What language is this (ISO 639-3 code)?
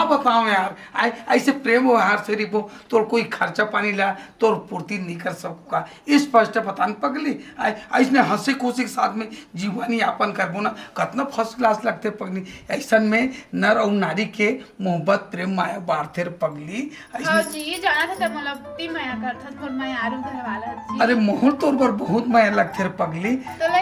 hne